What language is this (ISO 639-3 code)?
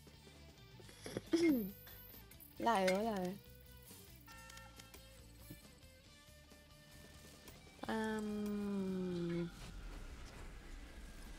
fil